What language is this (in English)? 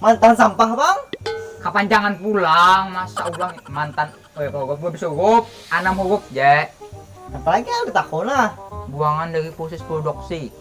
Banjar